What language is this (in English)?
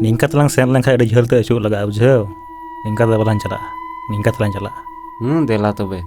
Santali